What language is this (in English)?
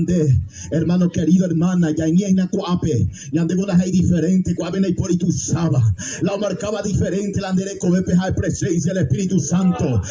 Guarani